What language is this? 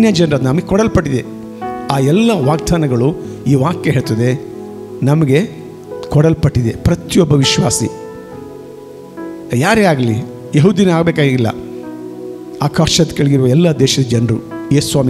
Kannada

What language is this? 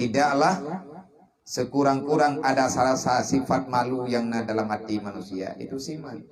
Achinese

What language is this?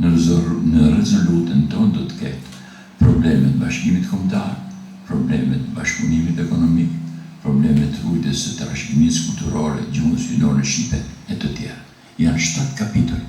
Albanian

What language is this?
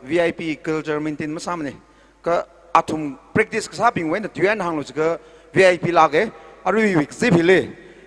Tangkhul Naga (India)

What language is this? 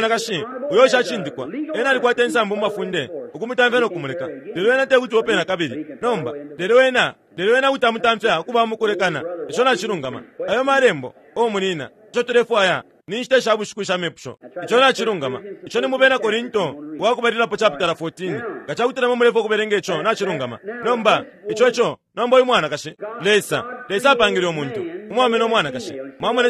Bemba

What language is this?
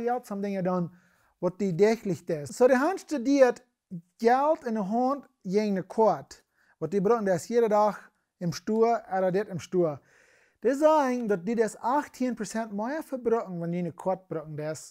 Plautdietsch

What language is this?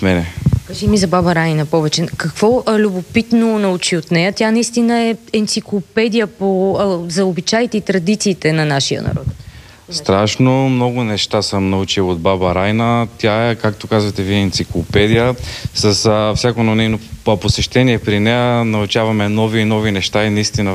Bulgarian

